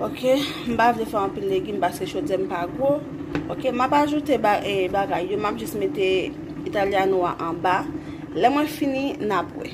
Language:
Haitian Creole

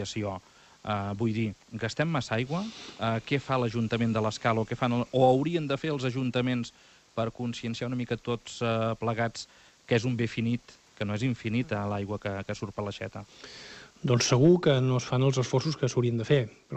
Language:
Catalan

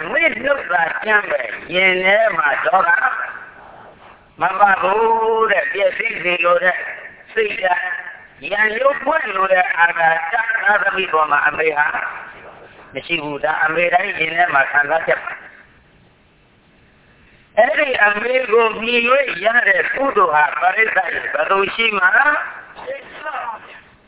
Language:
Burmese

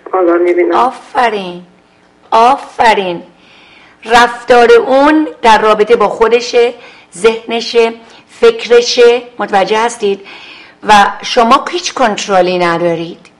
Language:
Persian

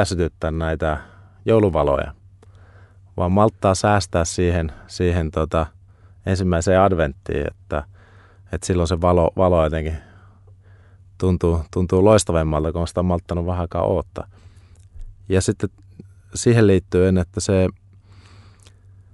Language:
Finnish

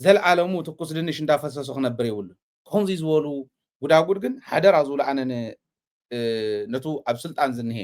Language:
Tigrinya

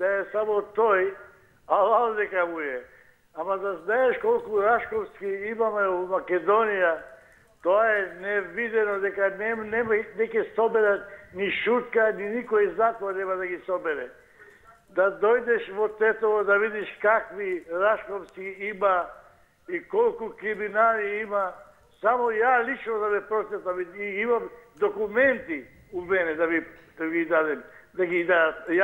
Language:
Macedonian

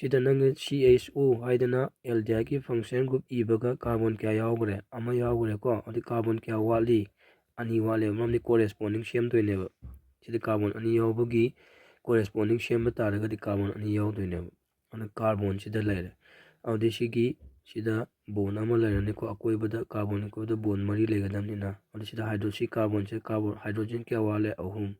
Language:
Manipuri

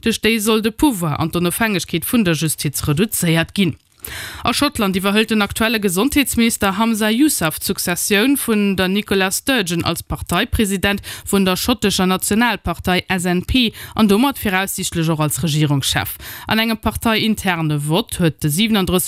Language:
Luxembourgish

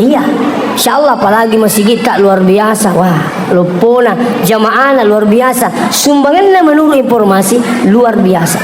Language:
Buginese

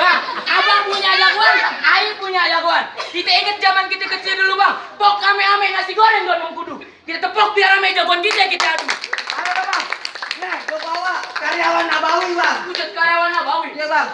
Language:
Betawi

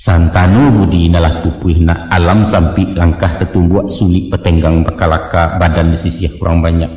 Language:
Minangkabau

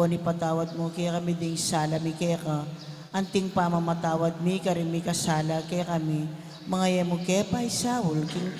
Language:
Pampanga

